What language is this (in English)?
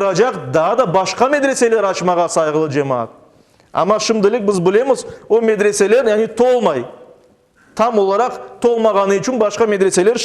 Crimean Tatar